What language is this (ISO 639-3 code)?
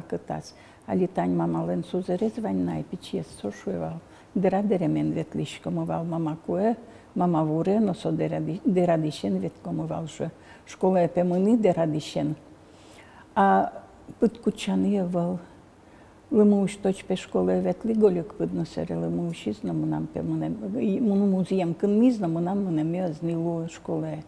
udm